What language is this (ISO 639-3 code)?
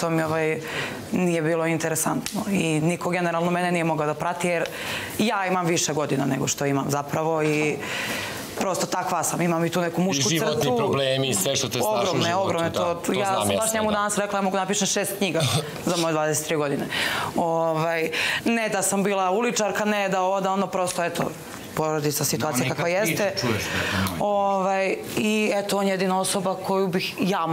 srp